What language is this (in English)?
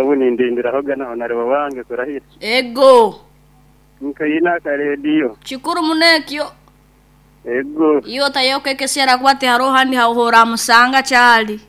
Nyankole